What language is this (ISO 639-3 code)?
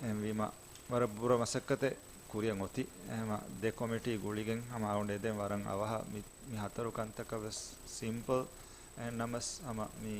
div